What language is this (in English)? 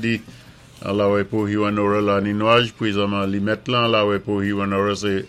Saint Lucian Creole French